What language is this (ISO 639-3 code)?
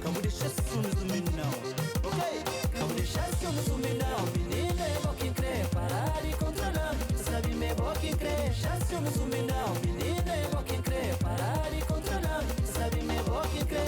kea